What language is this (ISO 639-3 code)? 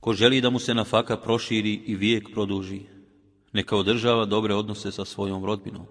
bos